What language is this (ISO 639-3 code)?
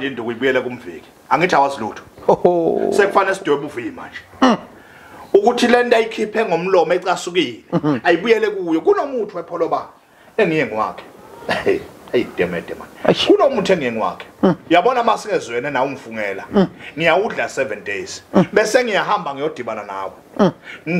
zul